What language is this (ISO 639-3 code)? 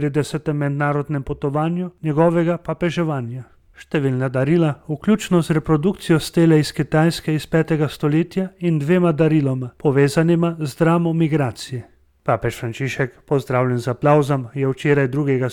slv